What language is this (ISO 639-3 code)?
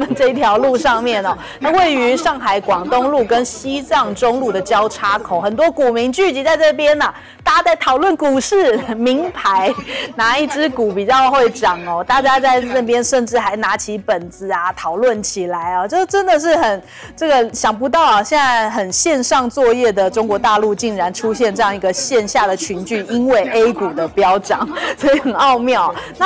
zho